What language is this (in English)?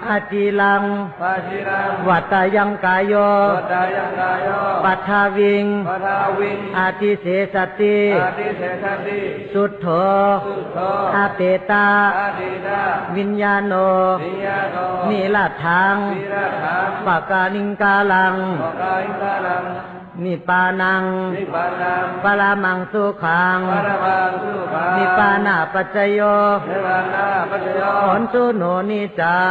Shan